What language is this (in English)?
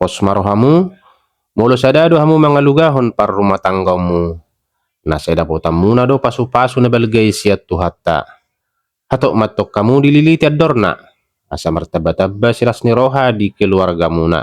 Batak Toba